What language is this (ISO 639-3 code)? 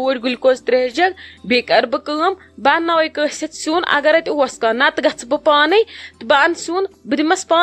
kas